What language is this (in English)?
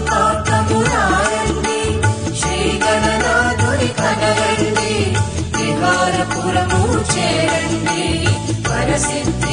Telugu